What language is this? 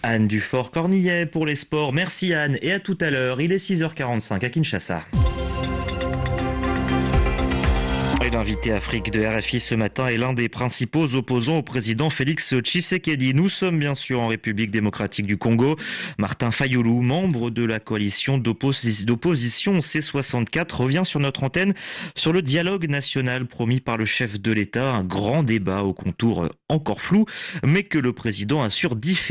French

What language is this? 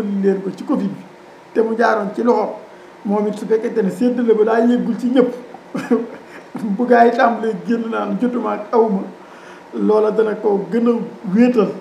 Wolof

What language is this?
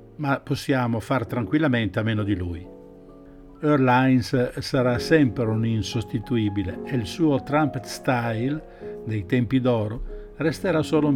Italian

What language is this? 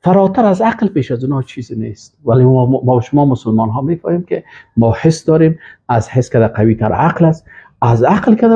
Persian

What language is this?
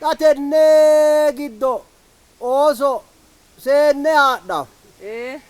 Sidamo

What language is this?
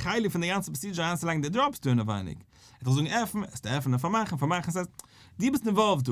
Yiddish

